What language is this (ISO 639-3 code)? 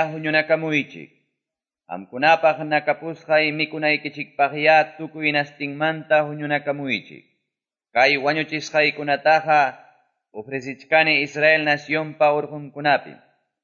que